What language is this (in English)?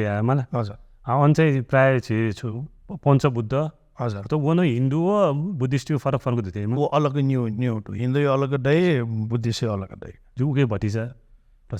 Newari